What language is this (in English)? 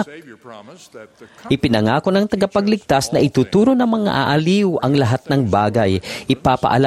Filipino